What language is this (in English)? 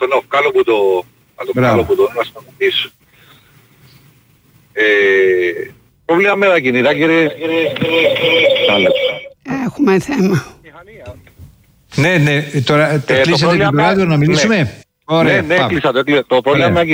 Greek